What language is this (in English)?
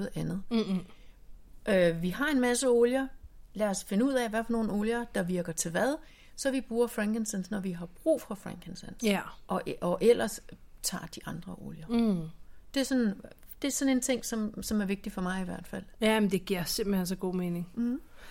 Danish